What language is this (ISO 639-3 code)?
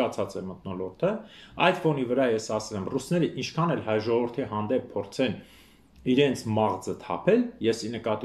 hye